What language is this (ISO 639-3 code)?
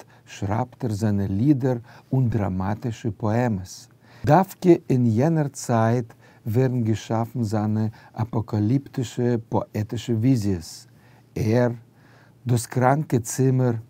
yid